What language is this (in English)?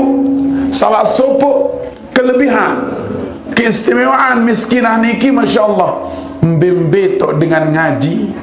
Sasak